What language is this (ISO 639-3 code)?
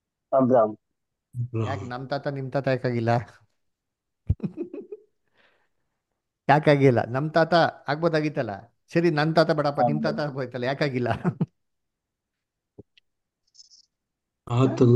kan